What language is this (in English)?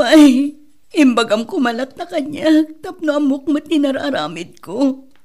Iloko